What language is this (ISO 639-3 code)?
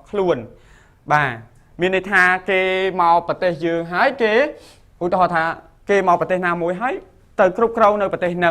khm